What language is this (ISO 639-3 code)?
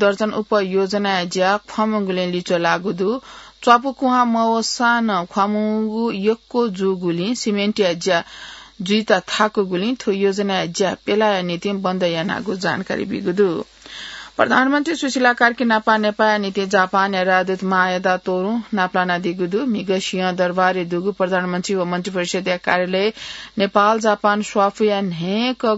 new